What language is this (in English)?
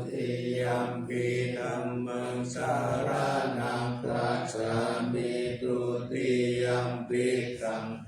Pali